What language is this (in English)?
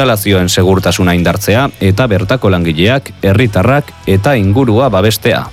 Basque